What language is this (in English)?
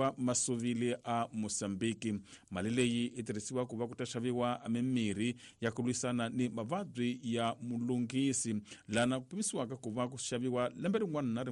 Tsonga